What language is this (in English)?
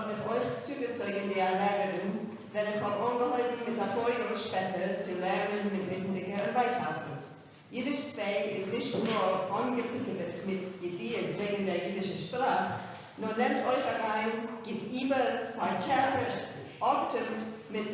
Yiddish